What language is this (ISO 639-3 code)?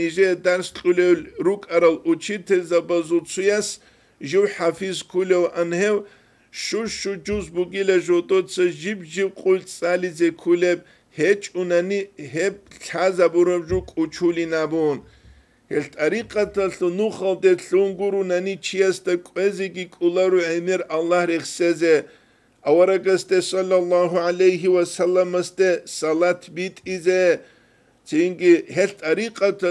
ava